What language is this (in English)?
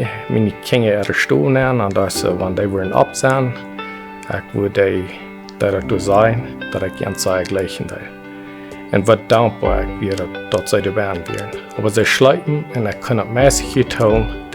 Plautdietsch